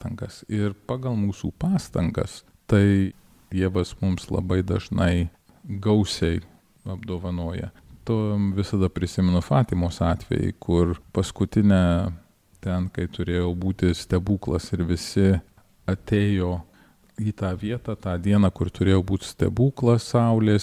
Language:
Lithuanian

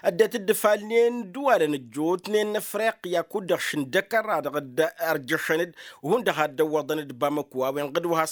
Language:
Tamasheq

